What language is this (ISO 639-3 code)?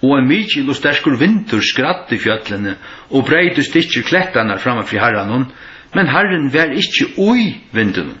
fao